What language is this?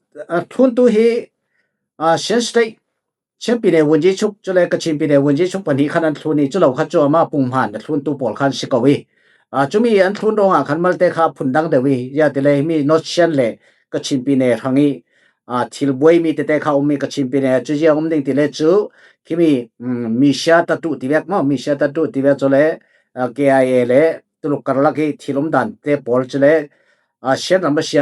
Falam Chin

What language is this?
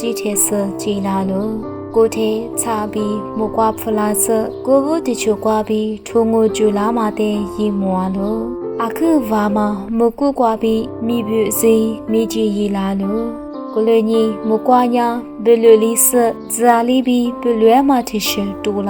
Lisu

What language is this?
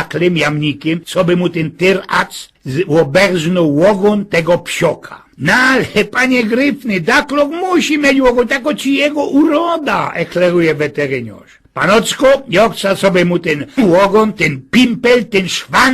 Silesian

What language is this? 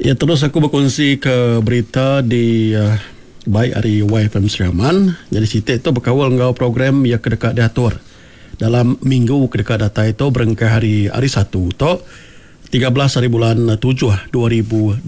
Iban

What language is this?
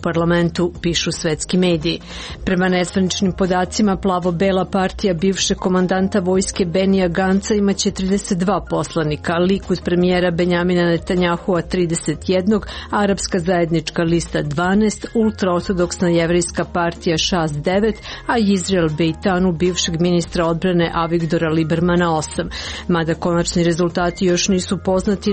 Serbian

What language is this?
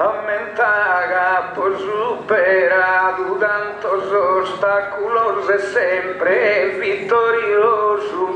Sardinian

